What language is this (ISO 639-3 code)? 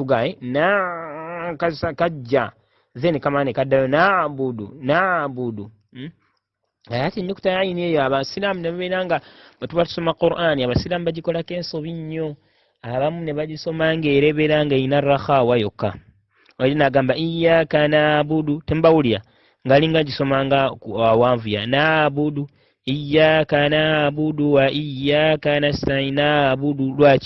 lug